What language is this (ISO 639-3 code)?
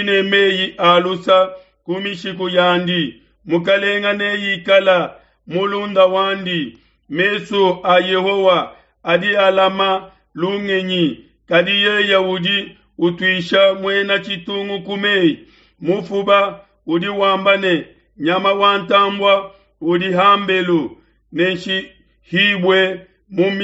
lua